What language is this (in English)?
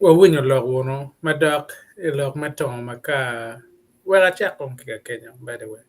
Acoli